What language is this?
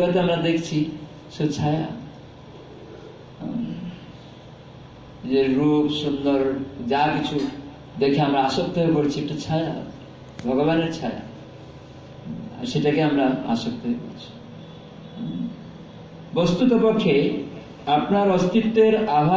Bangla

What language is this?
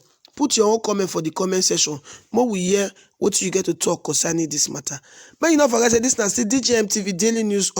Nigerian Pidgin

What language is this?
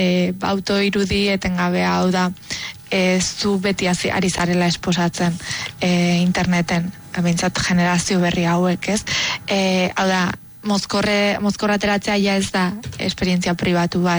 Basque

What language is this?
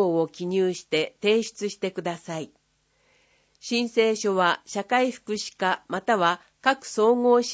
Japanese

